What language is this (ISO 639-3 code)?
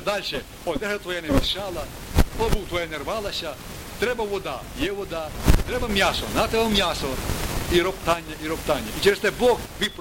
ukr